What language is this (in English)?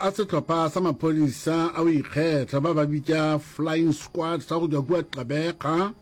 Northern Sotho